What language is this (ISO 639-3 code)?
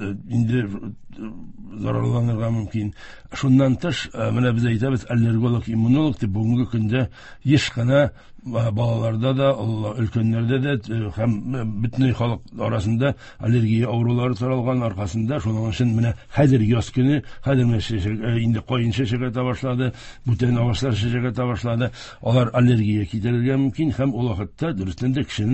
tat